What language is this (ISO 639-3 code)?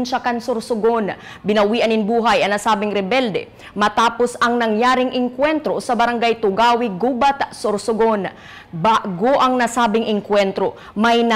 bik